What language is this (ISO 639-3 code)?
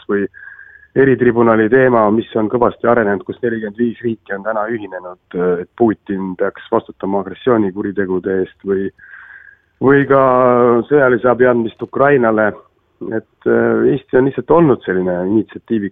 est